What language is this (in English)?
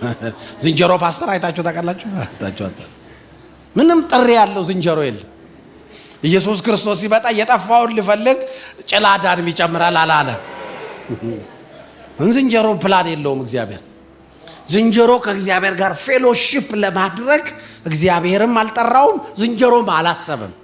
Amharic